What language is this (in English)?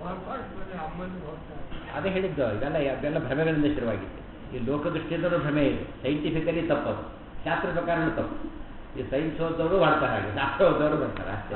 Kannada